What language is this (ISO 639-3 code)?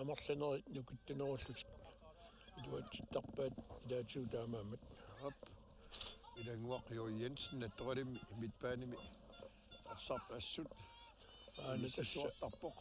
kal